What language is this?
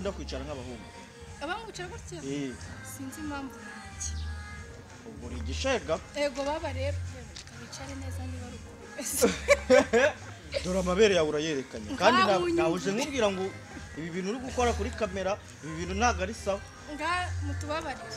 Kinyarwanda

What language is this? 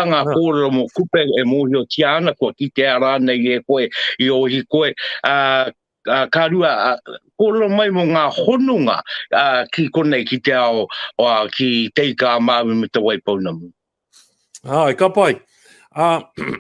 Māori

